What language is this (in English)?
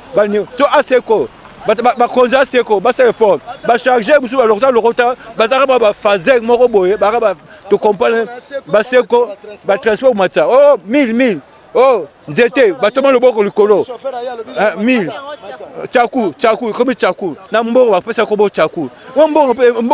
Lingala